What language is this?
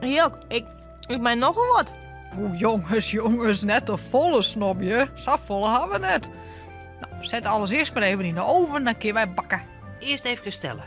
Western Frisian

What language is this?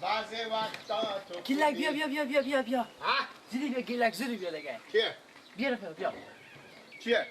Persian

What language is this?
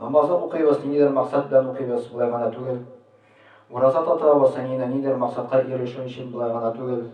Tatar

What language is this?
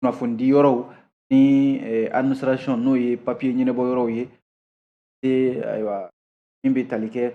Bambara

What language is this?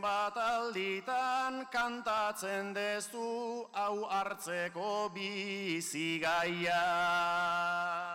Basque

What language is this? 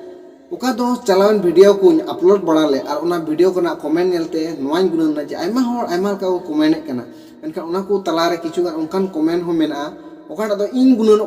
Santali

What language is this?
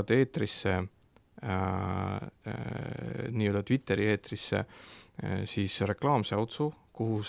Estonian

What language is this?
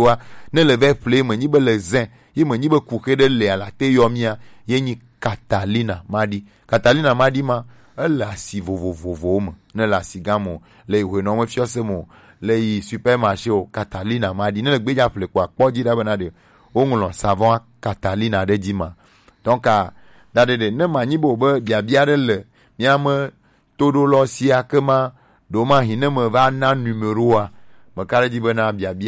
Gen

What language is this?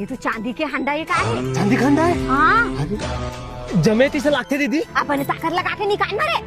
Chhattisgarhi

